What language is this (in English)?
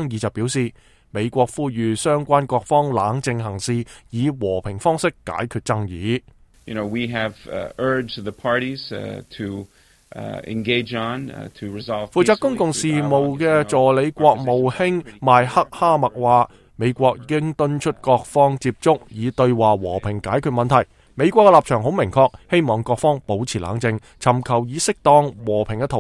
Cantonese